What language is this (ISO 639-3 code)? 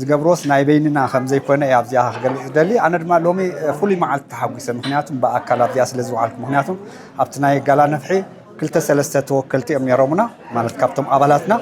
tir